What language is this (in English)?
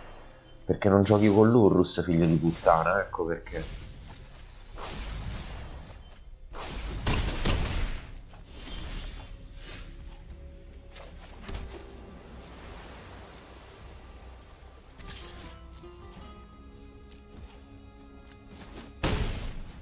Italian